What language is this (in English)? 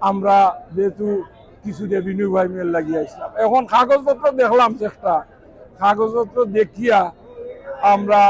Sylheti